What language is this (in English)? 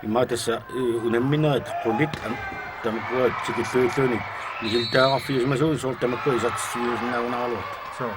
Kalaallisut